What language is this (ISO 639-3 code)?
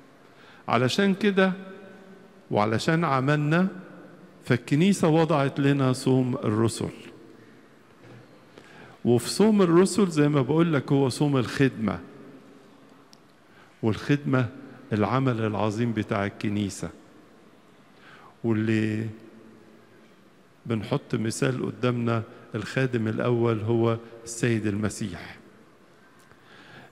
arz